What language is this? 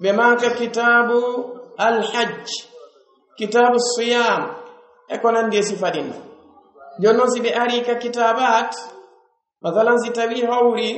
Pular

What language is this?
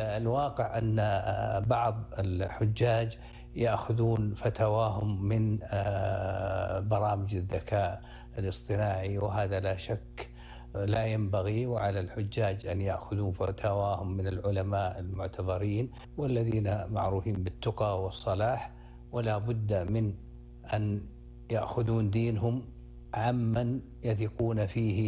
Arabic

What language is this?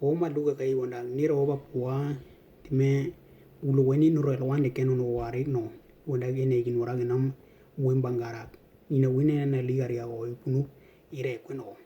Western Dani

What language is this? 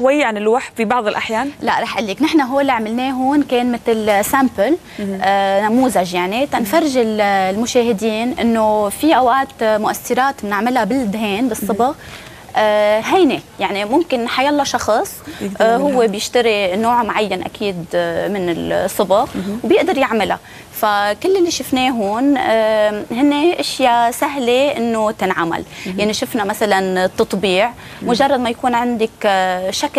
North Levantine Arabic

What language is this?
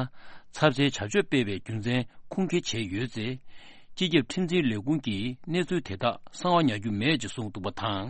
Tibetan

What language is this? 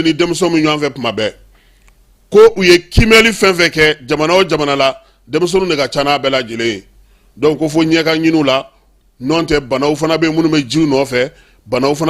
Bambara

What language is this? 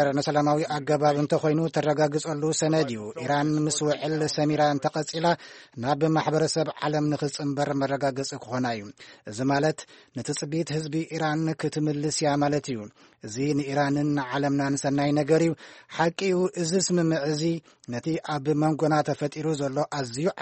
Tigrinya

